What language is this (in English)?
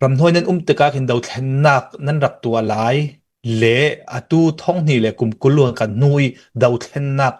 Hakha Chin